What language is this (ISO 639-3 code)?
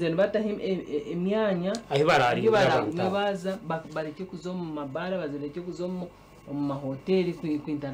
nyn